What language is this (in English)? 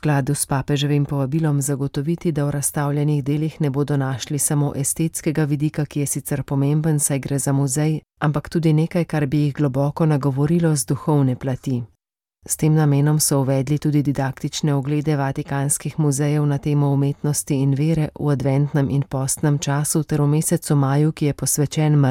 Slovenian